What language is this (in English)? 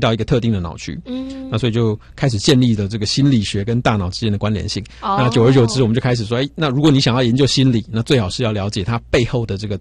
Chinese